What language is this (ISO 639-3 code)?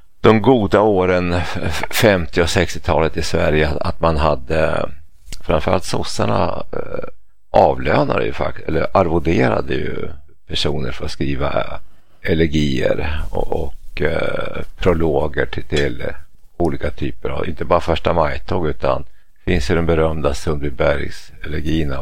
swe